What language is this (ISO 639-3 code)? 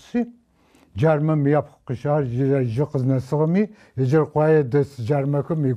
ady